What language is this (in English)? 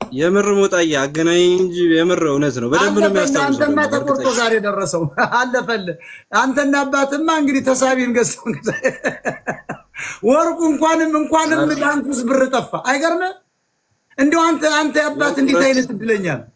Amharic